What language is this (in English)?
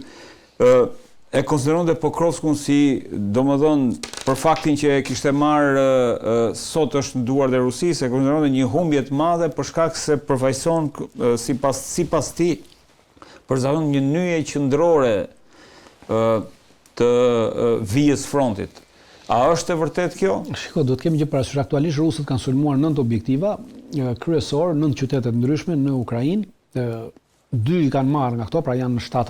Albanian